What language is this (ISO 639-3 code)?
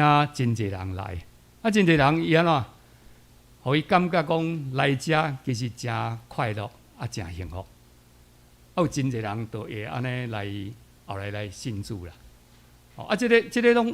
nan